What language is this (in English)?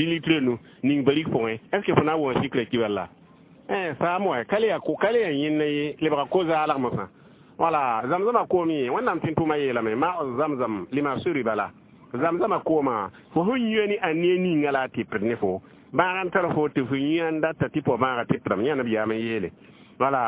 Mossi